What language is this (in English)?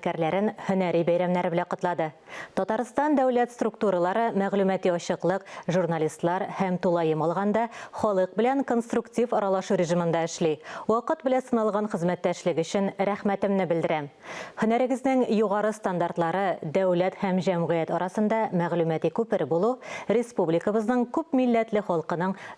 Tatar